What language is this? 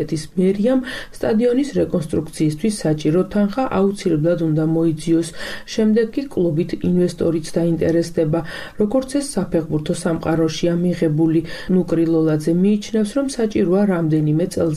Georgian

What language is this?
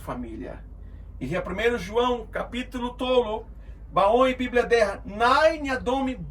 Tetum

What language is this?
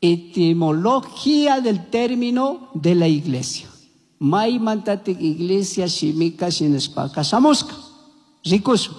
Chimborazo Highland Quichua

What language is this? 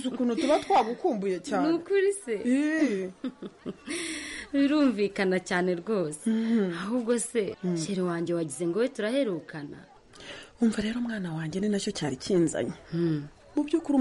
Kinyarwanda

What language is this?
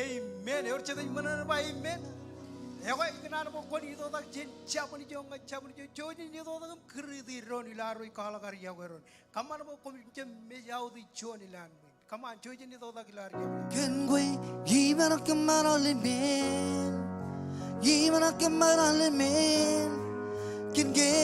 Marshallese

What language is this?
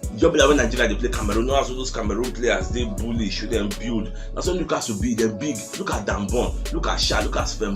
Nigerian Pidgin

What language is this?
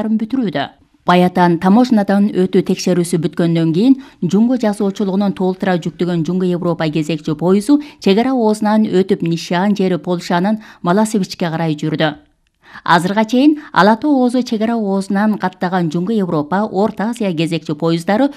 Kyrgyz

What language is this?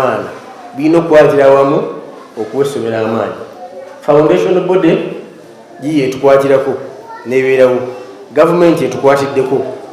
Ganda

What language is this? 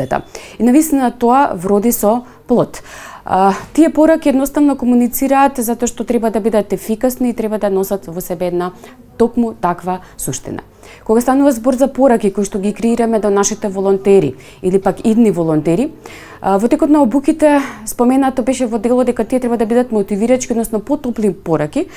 Macedonian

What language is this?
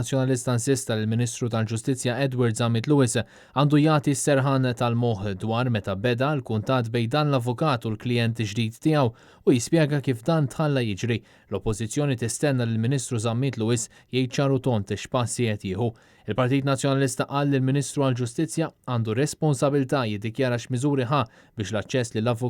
Maltese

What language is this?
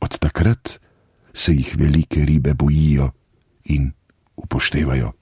Slovenian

